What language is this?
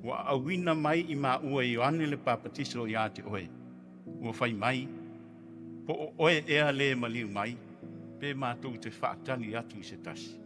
Samoan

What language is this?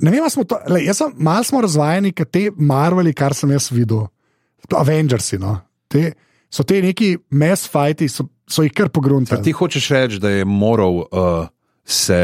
Slovenian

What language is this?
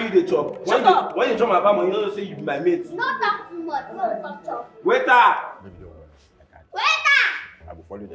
Nigerian Pidgin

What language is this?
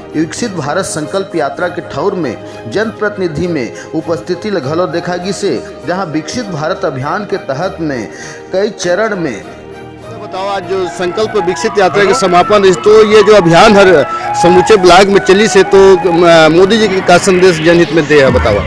Chhattisgarhi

